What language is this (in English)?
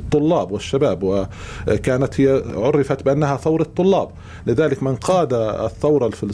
North Levantine Arabic